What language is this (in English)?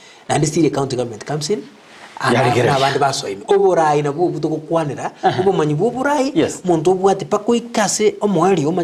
Gusii